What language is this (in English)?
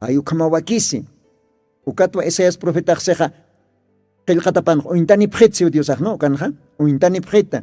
Aymara